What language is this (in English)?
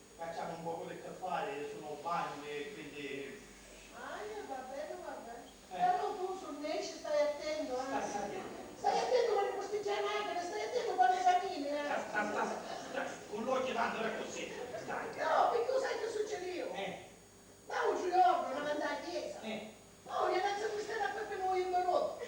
Sicilian